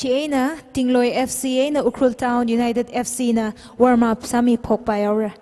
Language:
Tangkhul Naga (India)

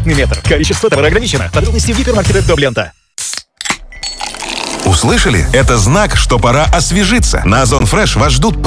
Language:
Russian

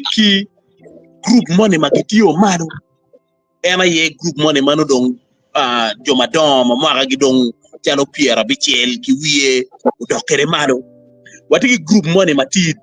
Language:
Acoli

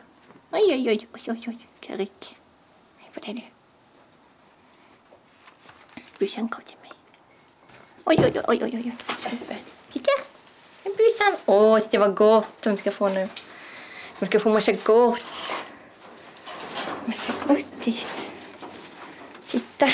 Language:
Swedish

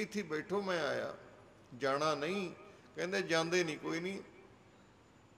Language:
Punjabi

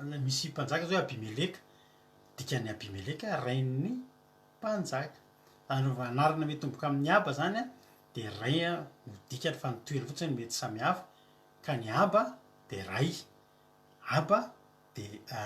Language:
Malagasy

